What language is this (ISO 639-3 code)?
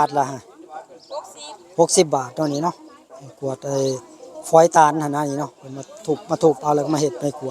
tts